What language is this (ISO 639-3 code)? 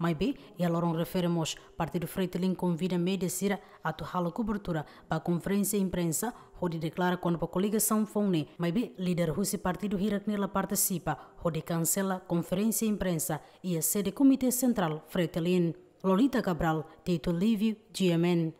tet